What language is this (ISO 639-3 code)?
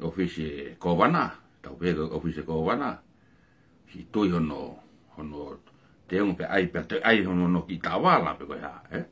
ton